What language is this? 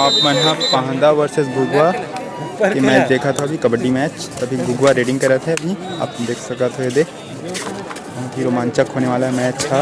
Chhattisgarhi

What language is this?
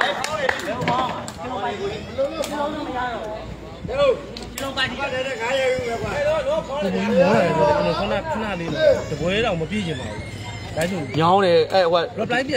Burmese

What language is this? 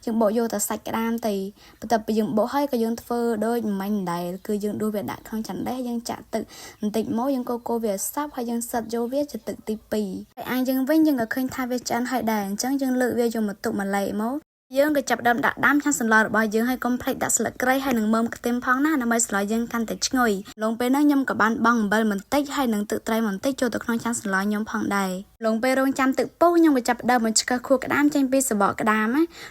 Khmer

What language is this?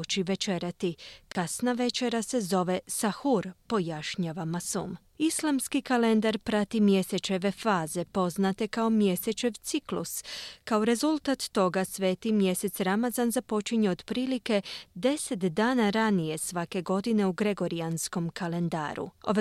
Croatian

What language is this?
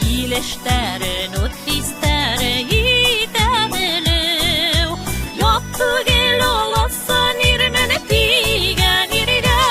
Bashkir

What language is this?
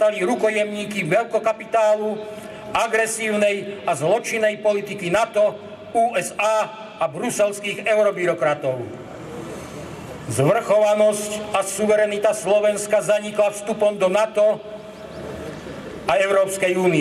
Slovak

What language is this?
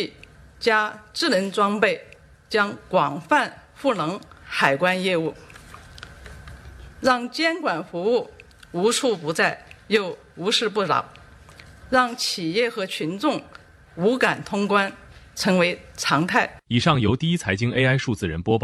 Chinese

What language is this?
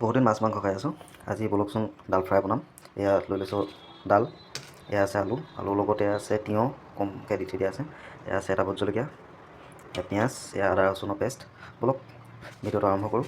Assamese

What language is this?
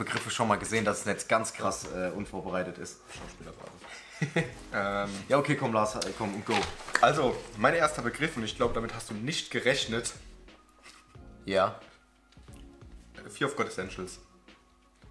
German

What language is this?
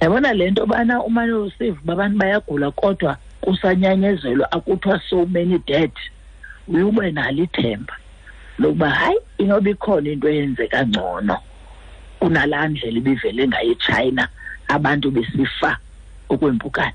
Xhosa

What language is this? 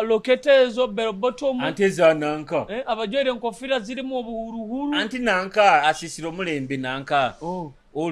Nyoro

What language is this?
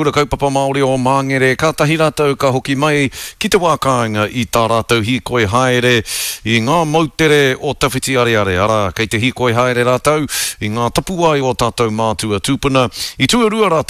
Māori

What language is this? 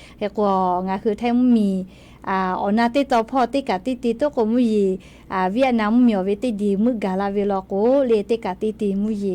Lahu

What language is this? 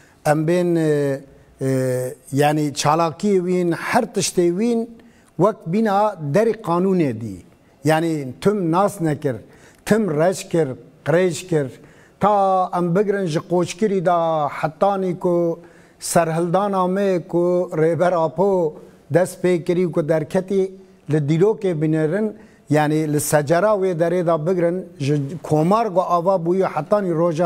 Kurdish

